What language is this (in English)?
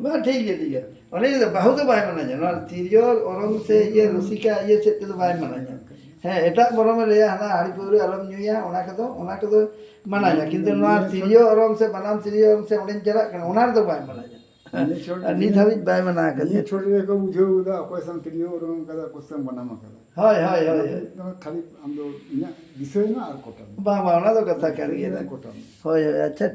Santali